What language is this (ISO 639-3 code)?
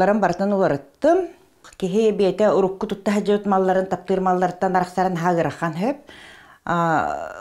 sah